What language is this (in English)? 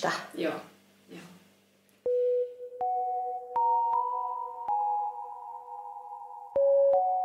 Finnish